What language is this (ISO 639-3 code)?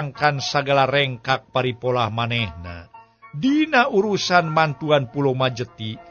sun